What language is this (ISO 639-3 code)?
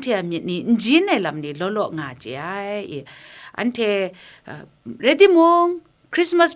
kac